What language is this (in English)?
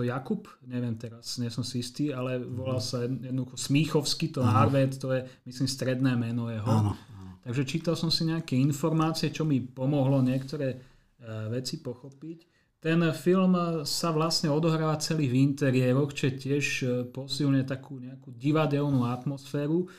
Slovak